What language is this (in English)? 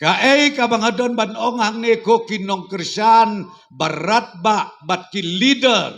Khasi